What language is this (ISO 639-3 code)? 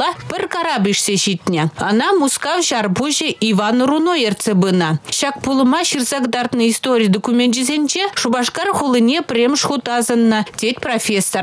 chv